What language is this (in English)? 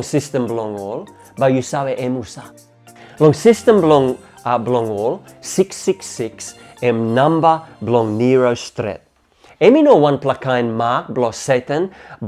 Tok Pisin